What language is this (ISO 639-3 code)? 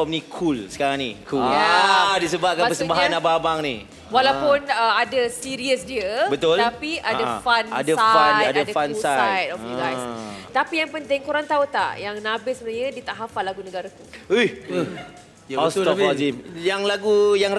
msa